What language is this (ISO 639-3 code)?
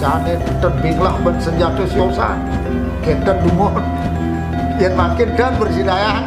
ban